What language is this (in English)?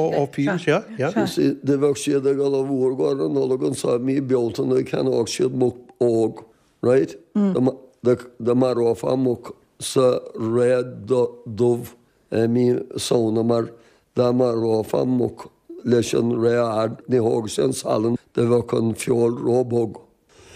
Irish